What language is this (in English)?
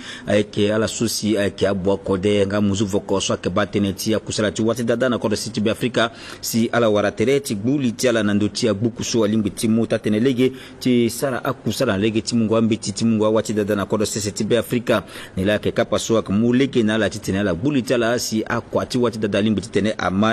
Sango